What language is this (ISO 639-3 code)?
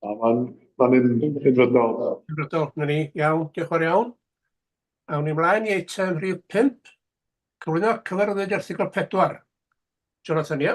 cym